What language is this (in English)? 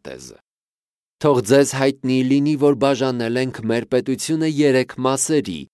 Armenian